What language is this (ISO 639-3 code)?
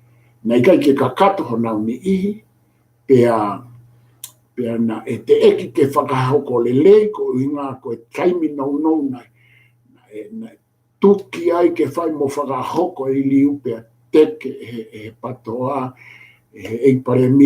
ton